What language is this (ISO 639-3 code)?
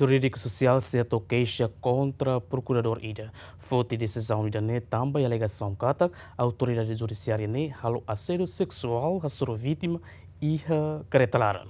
tet